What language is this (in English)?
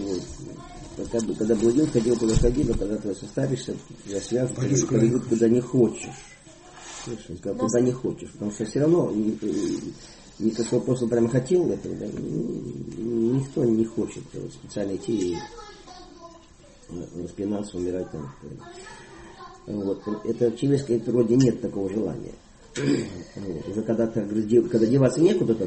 Russian